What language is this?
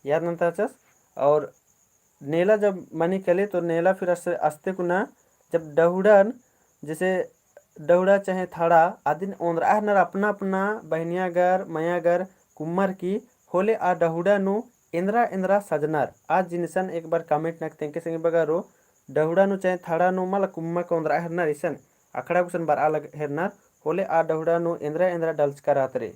Kurukh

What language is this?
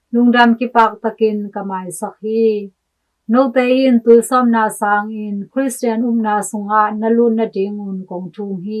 Tedim Chin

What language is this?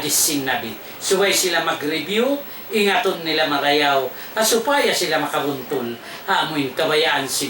Tausug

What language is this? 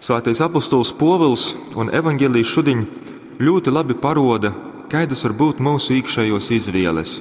Latgalian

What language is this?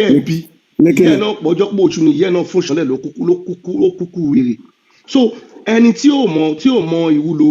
Yoruba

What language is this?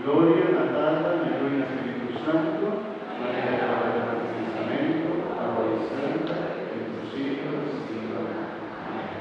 Papiamento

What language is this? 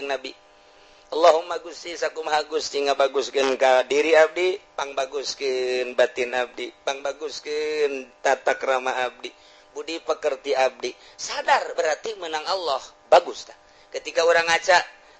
Sundanese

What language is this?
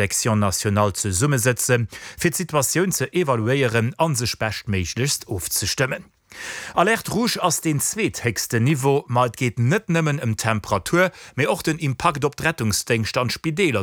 Luxembourgish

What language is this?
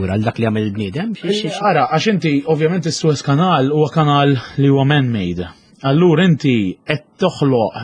Maltese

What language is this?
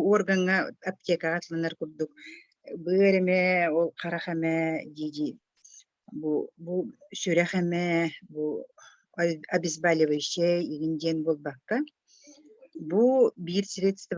Yakut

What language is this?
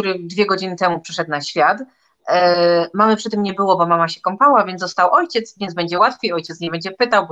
Polish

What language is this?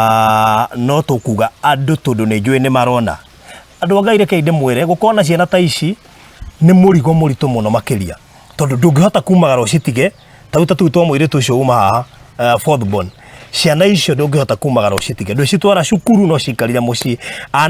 Kikuyu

